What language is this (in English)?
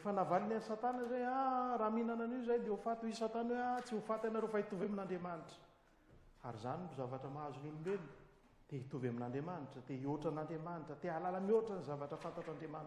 Malagasy